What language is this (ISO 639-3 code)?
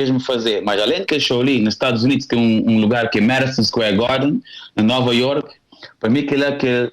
kea